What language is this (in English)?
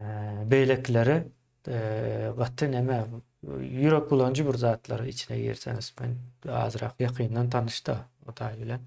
Turkmen